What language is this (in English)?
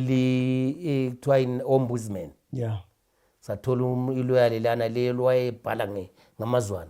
North Ndebele